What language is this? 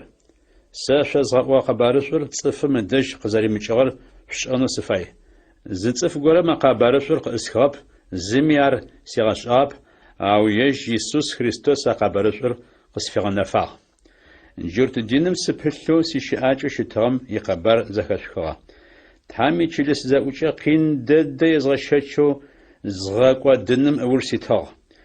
Adyghe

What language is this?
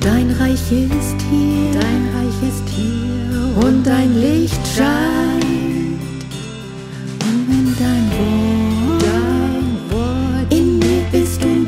German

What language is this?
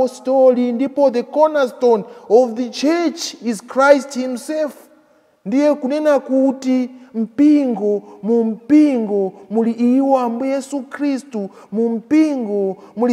Nyanja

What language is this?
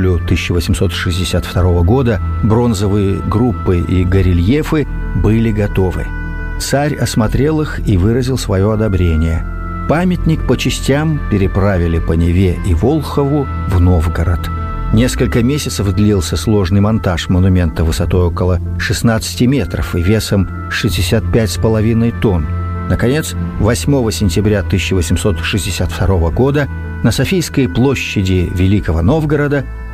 Russian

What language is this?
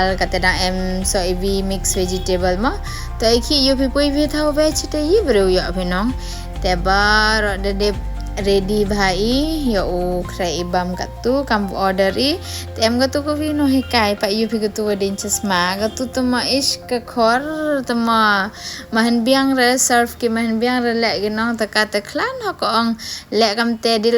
Pnar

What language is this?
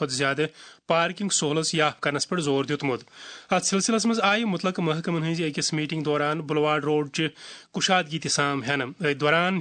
Kashmiri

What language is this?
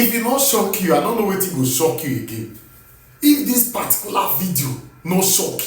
Nigerian Pidgin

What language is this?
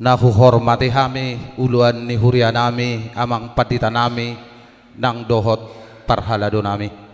Batak Toba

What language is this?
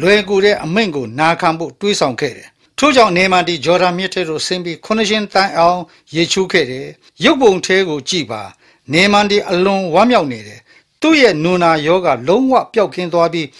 Burmese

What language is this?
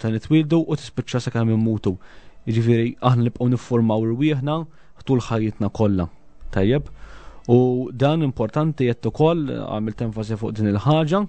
Maltese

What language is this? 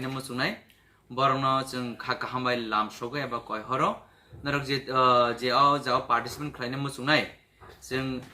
Kok Borok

